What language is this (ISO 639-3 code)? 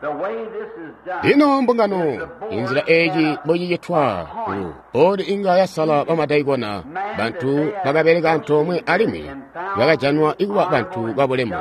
toi